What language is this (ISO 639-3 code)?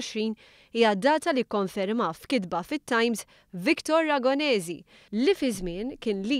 mlt